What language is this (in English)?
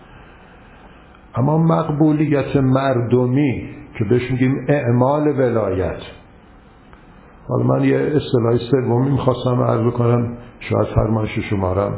Persian